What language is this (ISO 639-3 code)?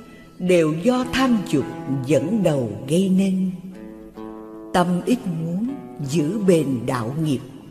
vie